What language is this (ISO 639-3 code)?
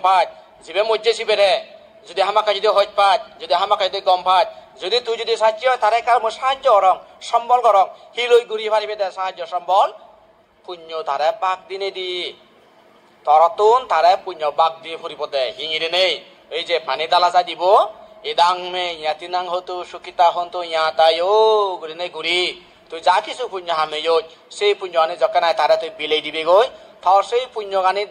ccp